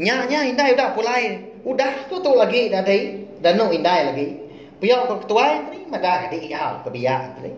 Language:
Iban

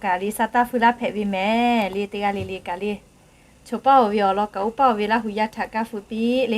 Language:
Lahu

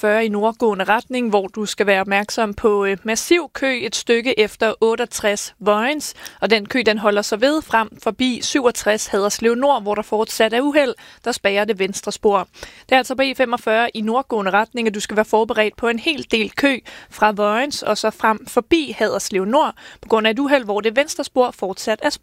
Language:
Danish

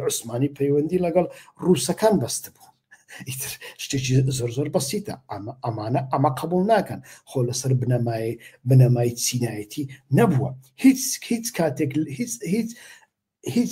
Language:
Central Kurdish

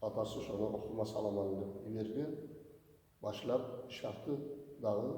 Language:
Kumyk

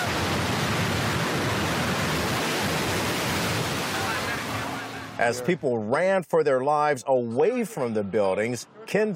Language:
English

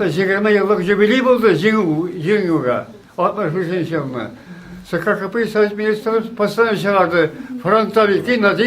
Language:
Tatar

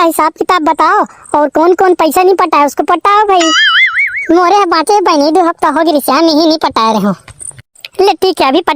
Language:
Chhattisgarhi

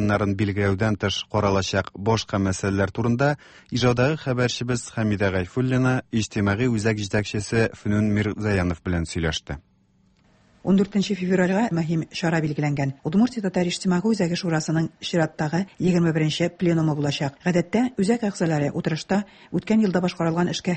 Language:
Tatar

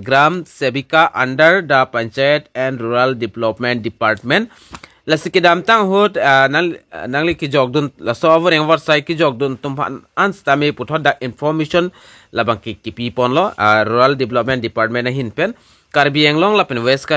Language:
Karbi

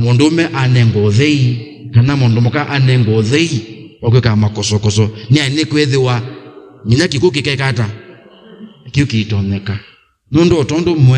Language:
Kamba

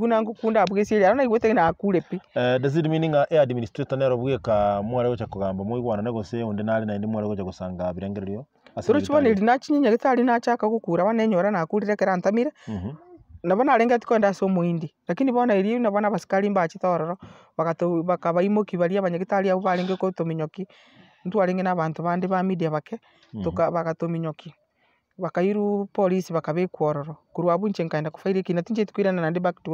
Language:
Gusii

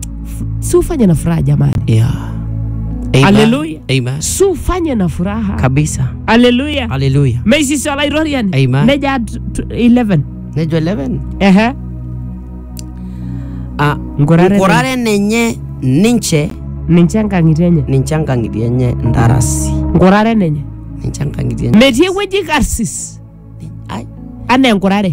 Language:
Masai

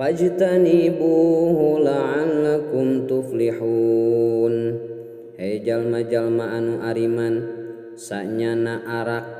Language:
Sundanese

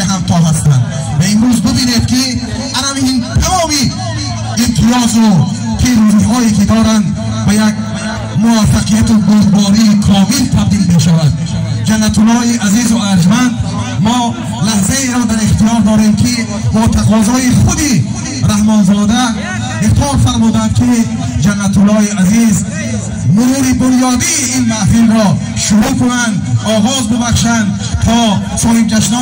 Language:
Tajik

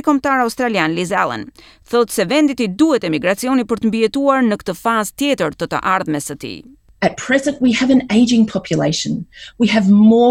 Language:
Albanian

